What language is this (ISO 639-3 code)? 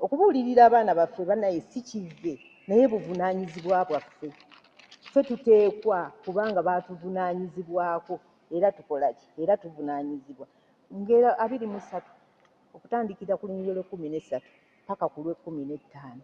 lug